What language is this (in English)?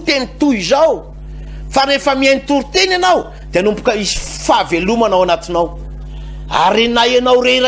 Malagasy